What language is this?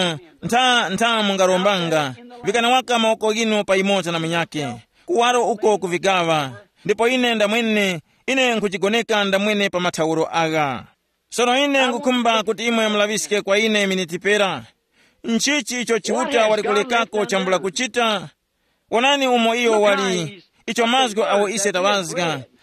Tumbuka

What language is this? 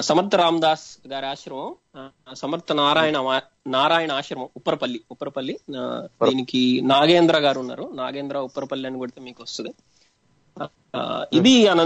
Telugu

